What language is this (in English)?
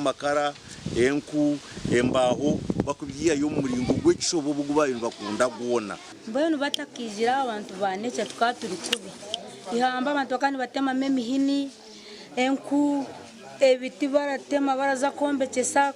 Nyankole